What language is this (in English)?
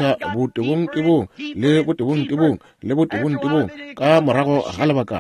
Northern Sotho